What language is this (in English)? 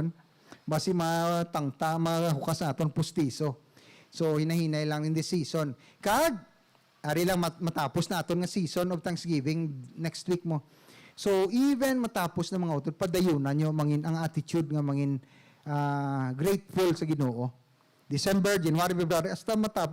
Hiligaynon